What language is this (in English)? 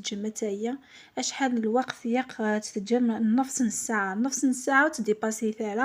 Kabyle